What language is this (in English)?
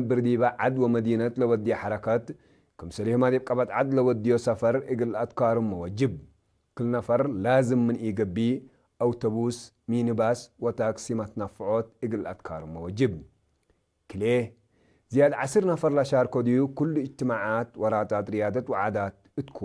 Tigre